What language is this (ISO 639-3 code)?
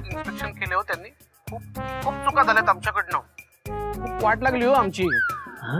mar